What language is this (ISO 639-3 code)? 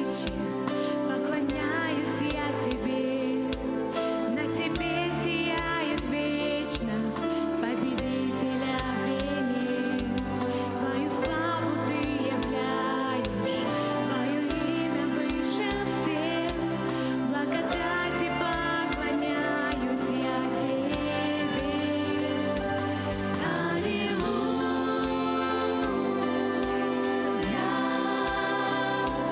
rus